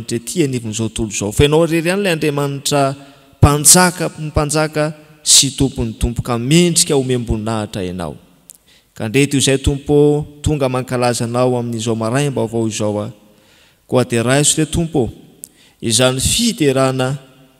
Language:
Malagasy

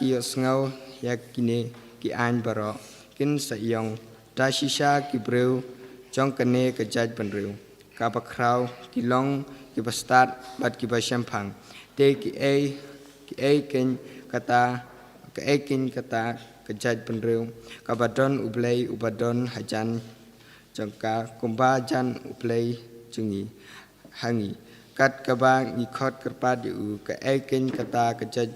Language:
Khasi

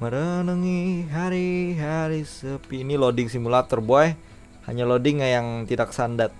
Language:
Banjar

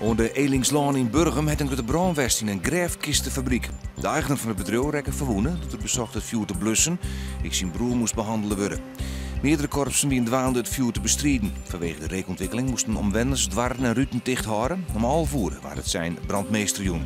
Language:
Western Frisian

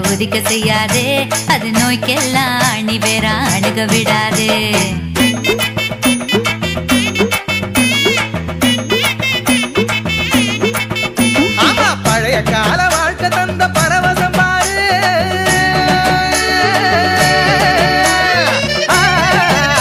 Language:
Tamil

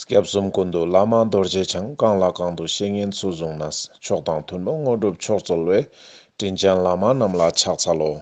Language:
Ladakhi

